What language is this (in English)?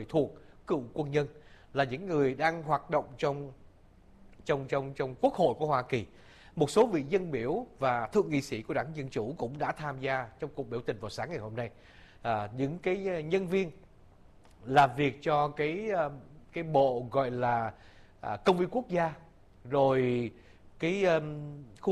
Vietnamese